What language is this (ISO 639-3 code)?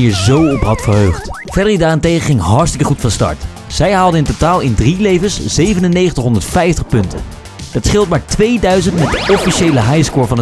nld